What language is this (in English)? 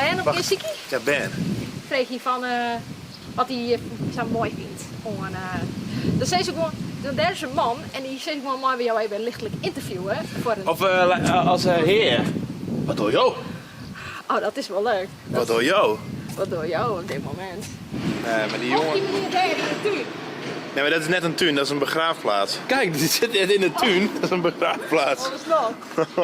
Western Frisian